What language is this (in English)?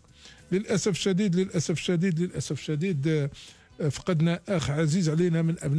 Algerian Arabic